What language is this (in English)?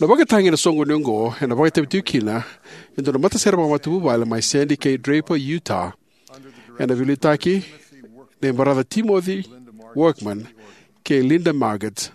Fijian